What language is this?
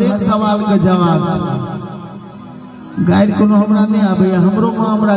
Maithili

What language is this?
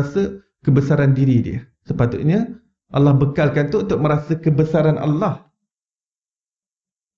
Malay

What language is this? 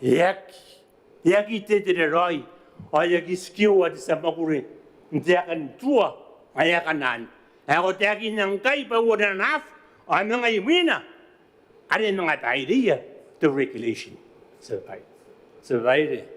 Gilbertese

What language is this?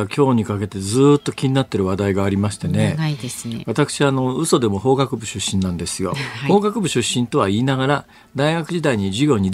Japanese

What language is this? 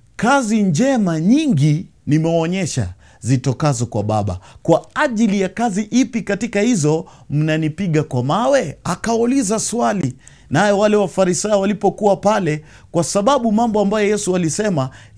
Swahili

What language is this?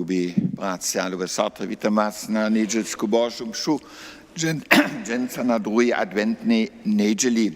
Upper Sorbian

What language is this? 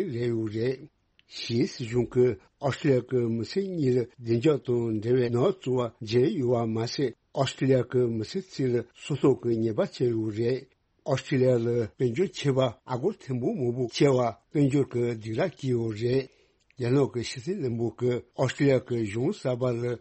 Tibetan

